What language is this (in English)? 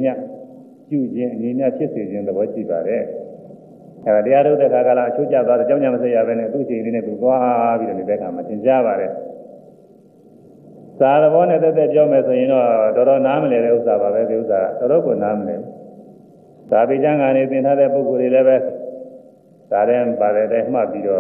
Burmese